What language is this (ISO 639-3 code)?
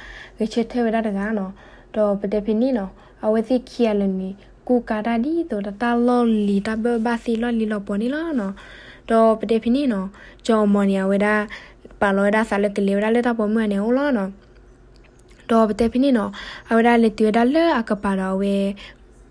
ksw